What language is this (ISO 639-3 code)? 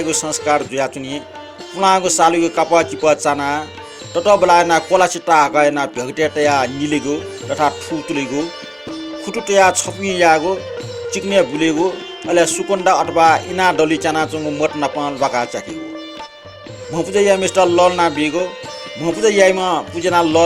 new